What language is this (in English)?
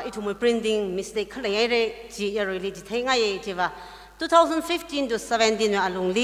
Tangkhul Naga (India)